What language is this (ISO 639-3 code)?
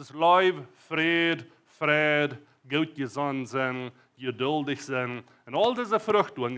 pdt